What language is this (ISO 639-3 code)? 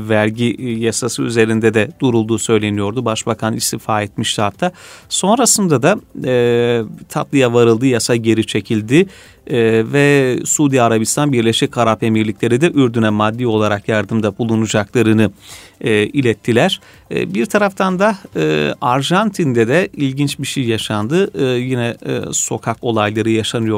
tur